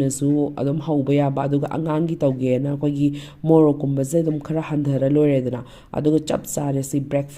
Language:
Manipuri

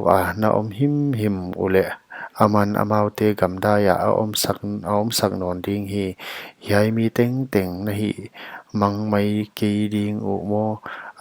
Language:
Paite Chin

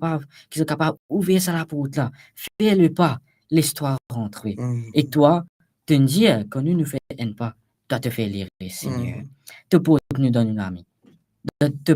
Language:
Morisyen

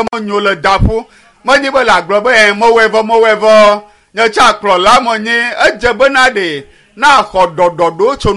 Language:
Ewe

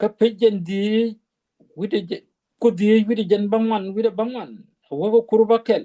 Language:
Nuer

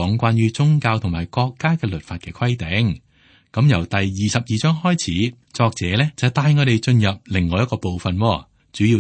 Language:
Cantonese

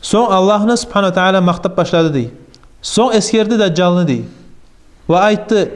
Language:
Kumyk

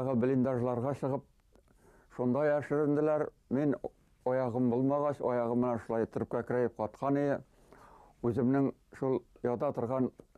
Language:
Bashkir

